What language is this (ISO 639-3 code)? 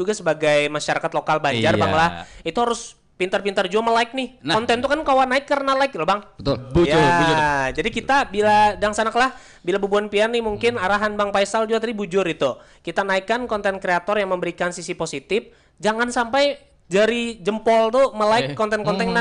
bjn